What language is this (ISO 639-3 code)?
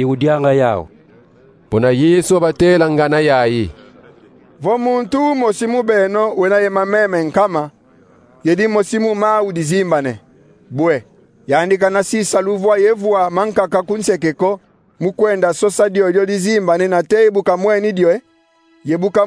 kon